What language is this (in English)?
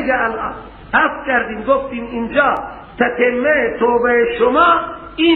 Persian